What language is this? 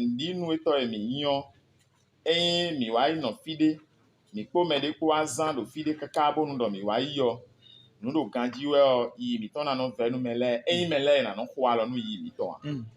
Fon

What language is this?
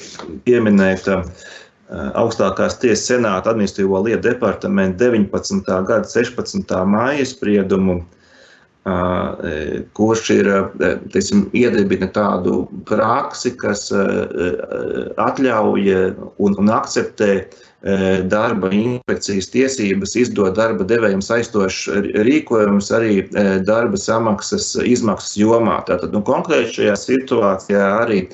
Latvian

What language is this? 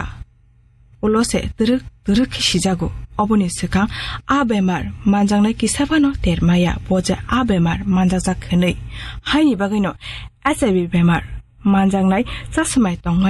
Kok Borok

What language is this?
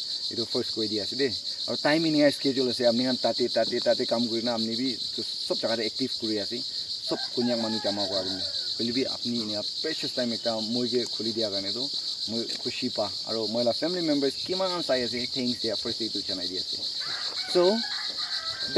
Naga Pidgin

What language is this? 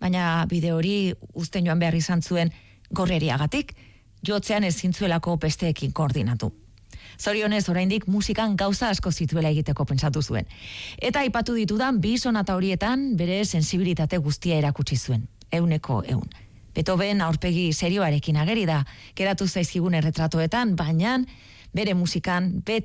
Basque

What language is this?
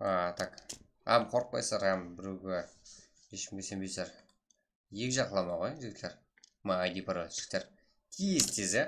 Kara-Kalpak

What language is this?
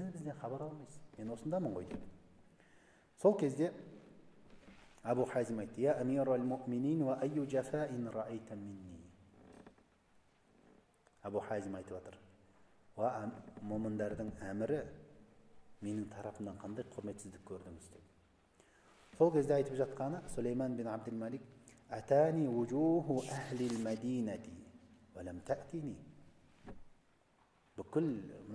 Kazakh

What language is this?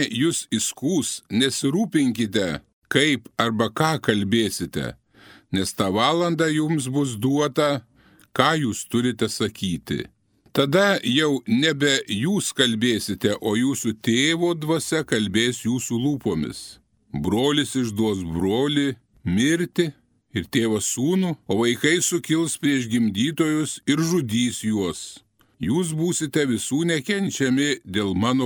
Lithuanian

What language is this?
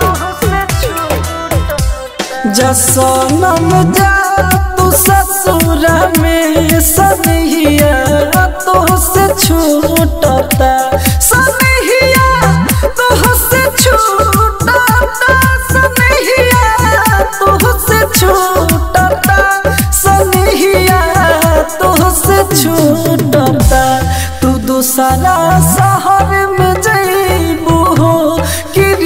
Bhojpuri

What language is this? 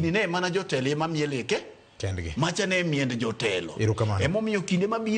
Luo (Kenya and Tanzania)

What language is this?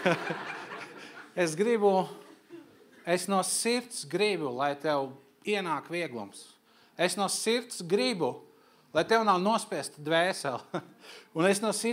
Latvian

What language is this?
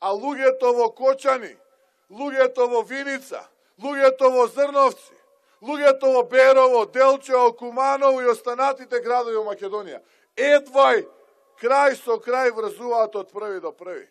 Macedonian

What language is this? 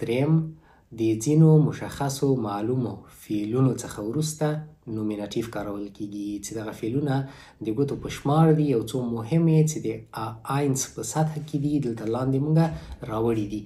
Pashto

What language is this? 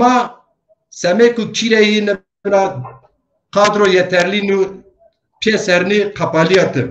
Zaza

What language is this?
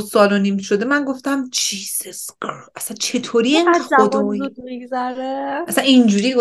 Persian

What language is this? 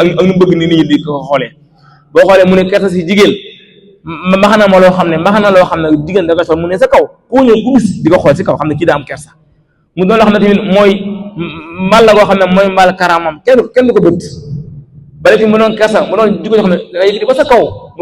Wolof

